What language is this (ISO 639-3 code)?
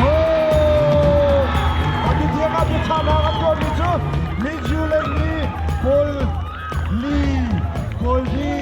cnh